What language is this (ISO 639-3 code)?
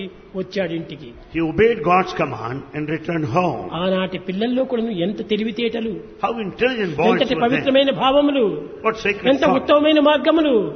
tel